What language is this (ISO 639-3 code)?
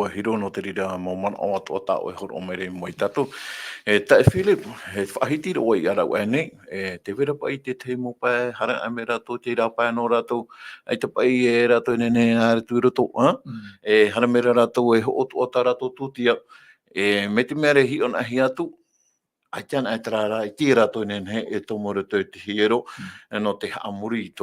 tah